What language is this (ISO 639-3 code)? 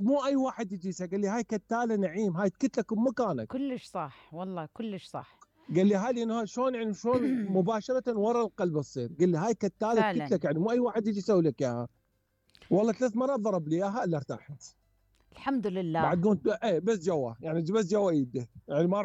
acm